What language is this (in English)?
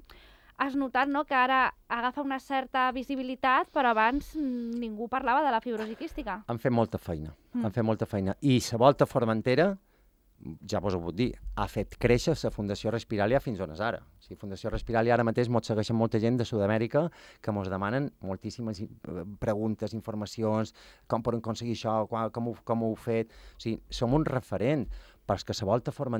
Catalan